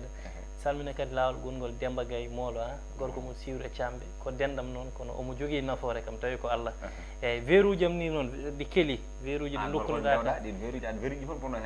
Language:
Fula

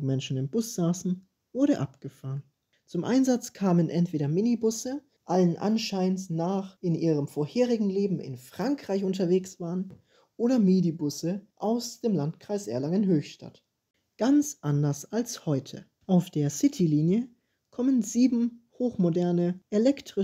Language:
German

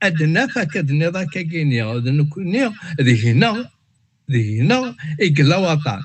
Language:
Kabyle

